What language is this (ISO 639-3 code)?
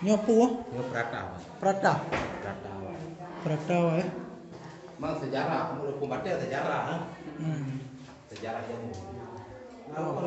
ace